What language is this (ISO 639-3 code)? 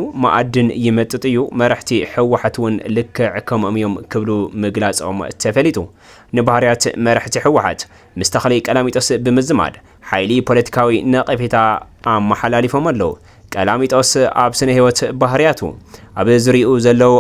tir